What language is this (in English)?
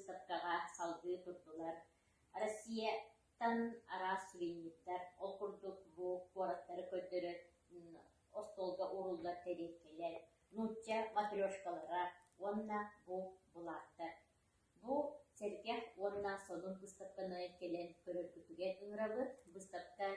Yakut